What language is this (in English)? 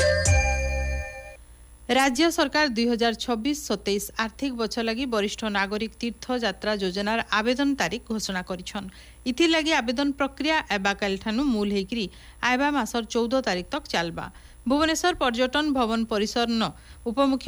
Odia